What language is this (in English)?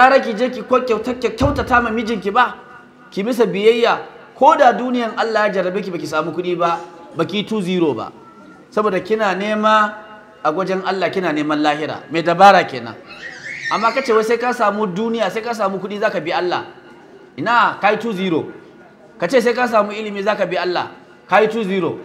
Hausa